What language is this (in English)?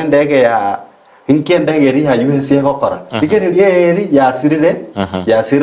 Gusii